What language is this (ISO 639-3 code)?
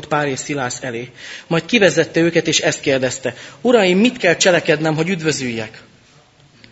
hun